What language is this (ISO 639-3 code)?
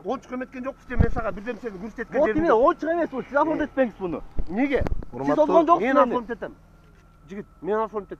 kir